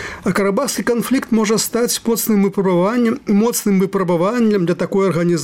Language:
Belarusian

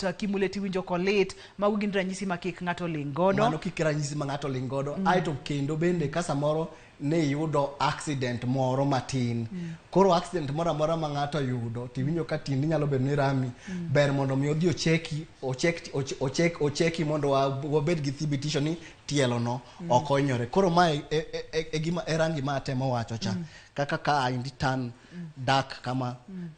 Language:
Luo (Kenya and Tanzania)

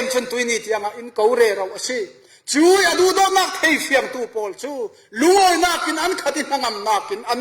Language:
Falam Chin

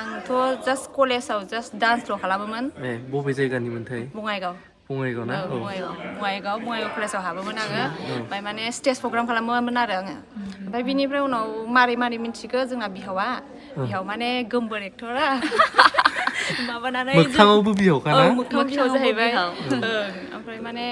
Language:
Bodo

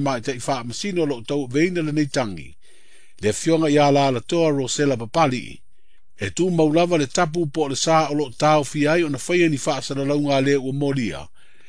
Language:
Samoan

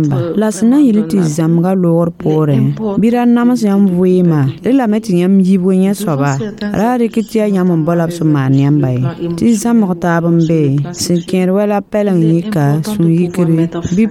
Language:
Mossi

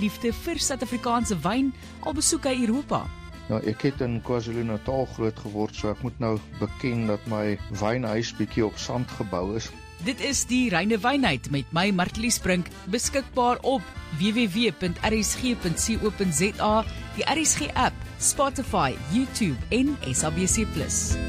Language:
Afrikaans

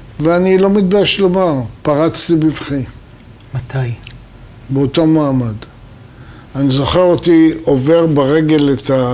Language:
Hebrew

